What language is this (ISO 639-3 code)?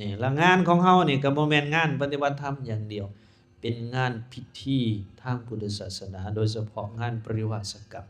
lao